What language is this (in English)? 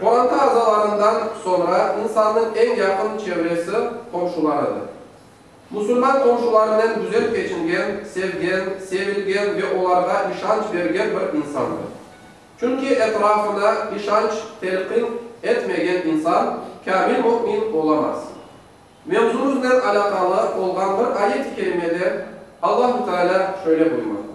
Crimean Tatar